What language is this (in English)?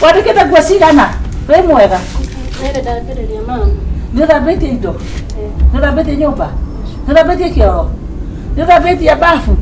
Kikuyu